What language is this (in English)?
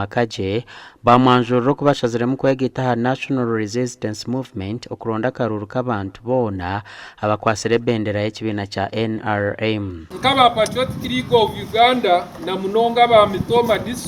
Nyankole